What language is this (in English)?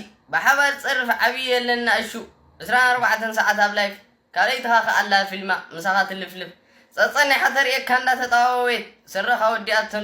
Tigrinya